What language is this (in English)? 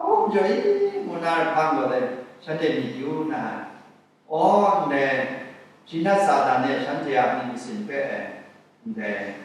Kachin